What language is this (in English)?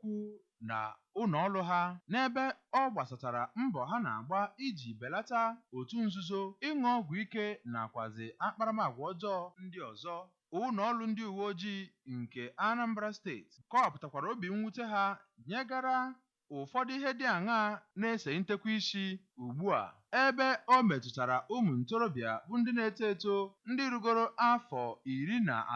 Igbo